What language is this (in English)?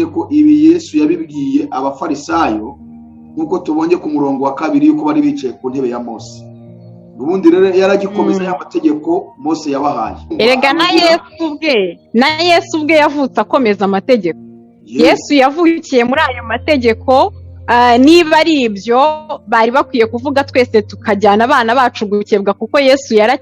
Kinyarwanda